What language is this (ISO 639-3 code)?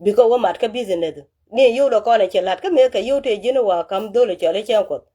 nus